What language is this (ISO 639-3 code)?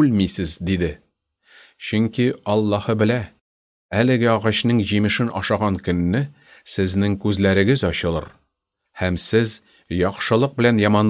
tat